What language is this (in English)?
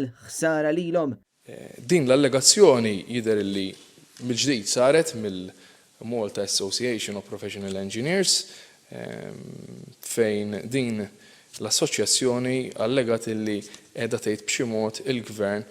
Maltese